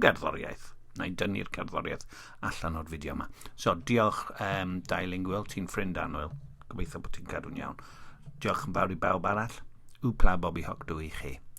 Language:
Welsh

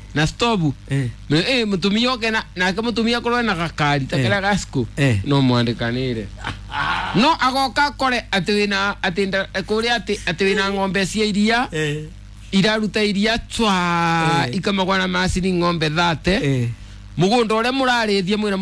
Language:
Kikuyu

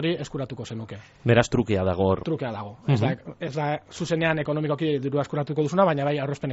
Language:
Basque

